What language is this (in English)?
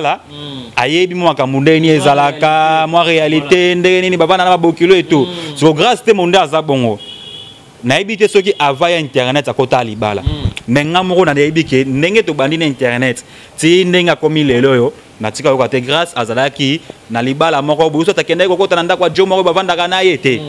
Lingala